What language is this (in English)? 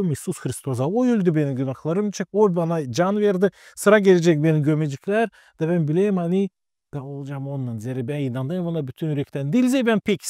Gagauz